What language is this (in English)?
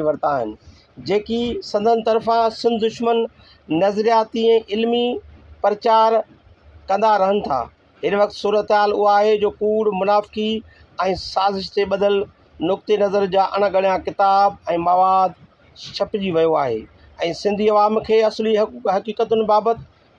Sindhi